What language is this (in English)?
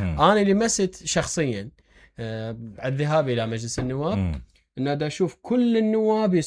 Mesopotamian Arabic